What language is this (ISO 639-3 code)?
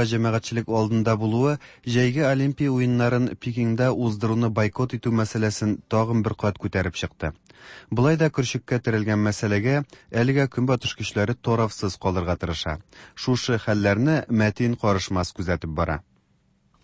tat